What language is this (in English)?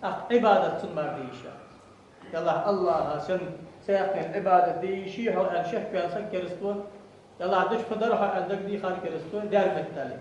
Ingush